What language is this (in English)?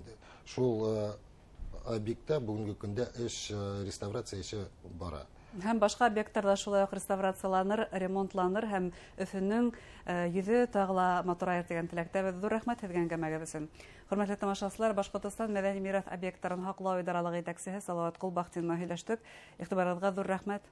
Bashkir